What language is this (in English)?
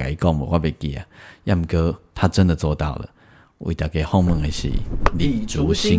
Min Nan Chinese